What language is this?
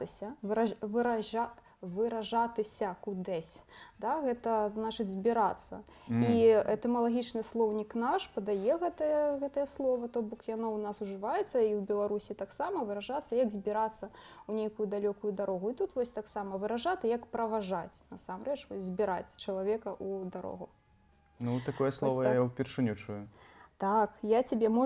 Belarusian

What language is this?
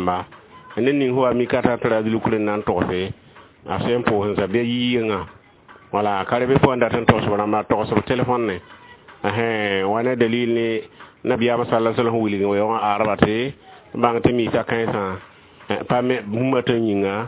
Mossi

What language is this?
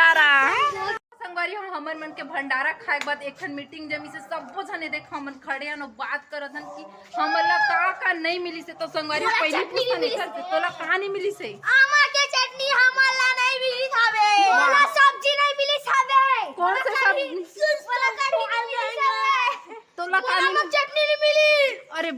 Chhattisgarhi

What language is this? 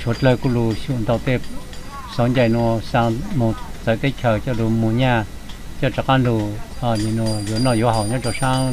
Hmong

